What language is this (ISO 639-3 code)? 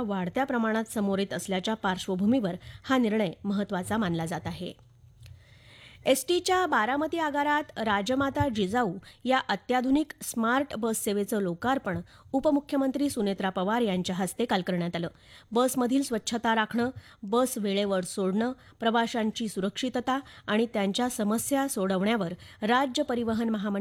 mar